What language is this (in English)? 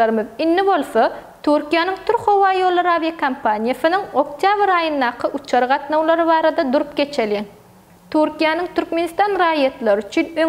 Turkmen